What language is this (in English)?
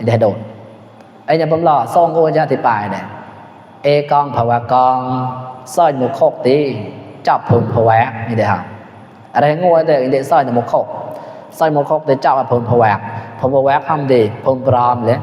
Mon